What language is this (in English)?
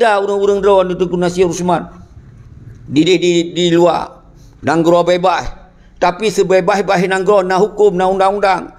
Achinese